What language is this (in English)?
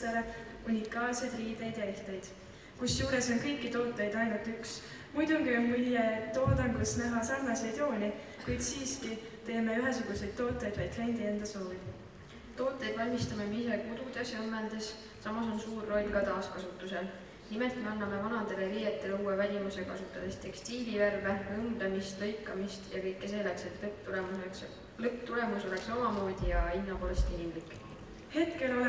Estonian